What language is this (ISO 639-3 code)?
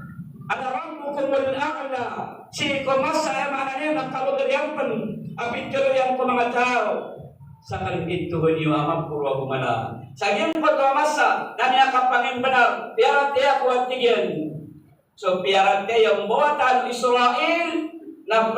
mrw